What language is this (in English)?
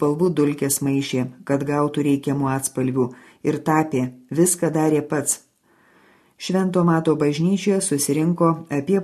Lithuanian